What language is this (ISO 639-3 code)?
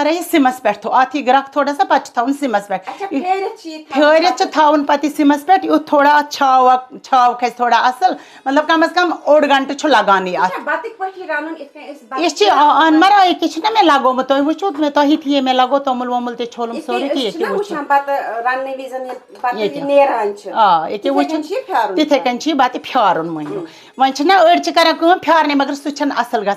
kas